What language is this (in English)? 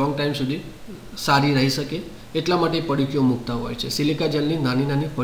Gujarati